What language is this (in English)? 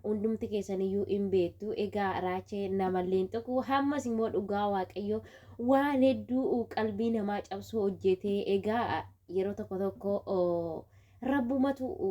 Oromo